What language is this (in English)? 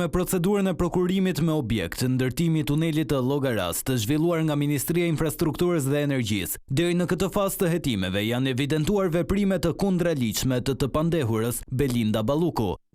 Albanian